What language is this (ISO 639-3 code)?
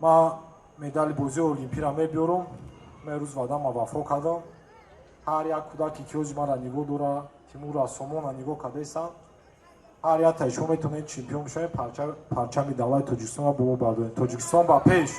tgk